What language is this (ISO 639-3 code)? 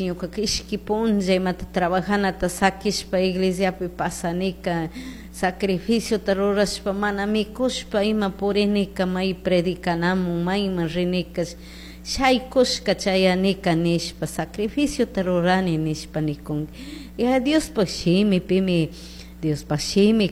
qug